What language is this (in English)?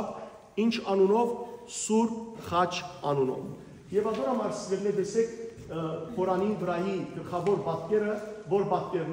Western Armenian